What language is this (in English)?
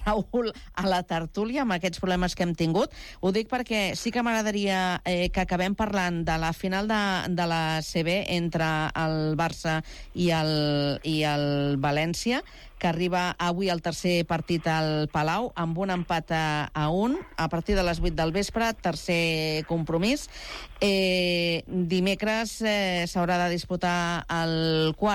Catalan